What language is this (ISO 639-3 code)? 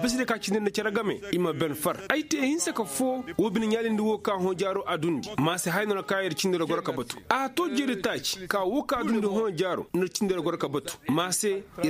ses